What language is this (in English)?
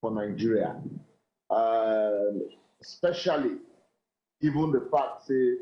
Nigerian Pidgin